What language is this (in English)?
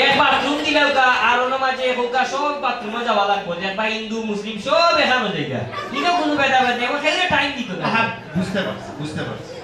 Sylheti